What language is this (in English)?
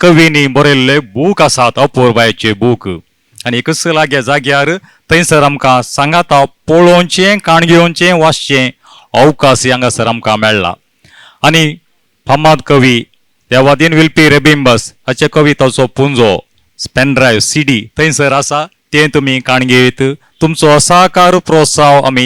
Konkani